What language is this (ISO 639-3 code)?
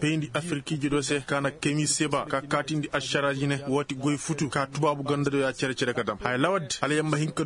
ses